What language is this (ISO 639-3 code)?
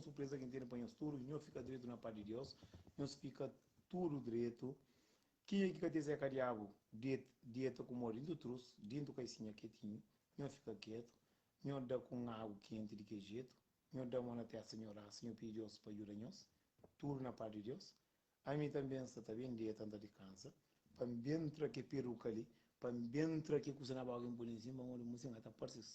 kea